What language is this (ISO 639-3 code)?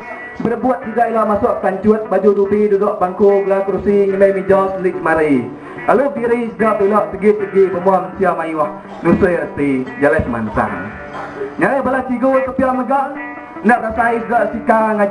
iba